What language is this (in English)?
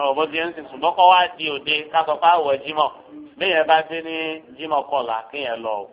Yoruba